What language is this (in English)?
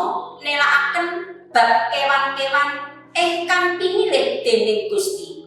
Javanese